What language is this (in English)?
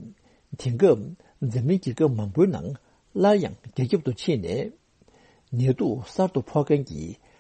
Tibetan